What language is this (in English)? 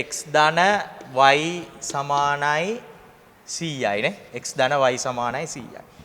Sinhala